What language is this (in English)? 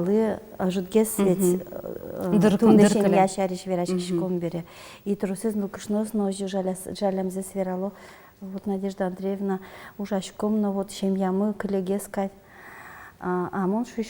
Udmurt